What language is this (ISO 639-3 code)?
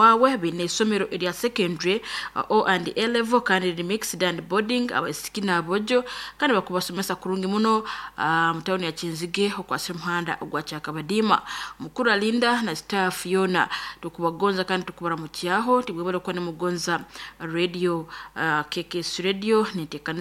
nyn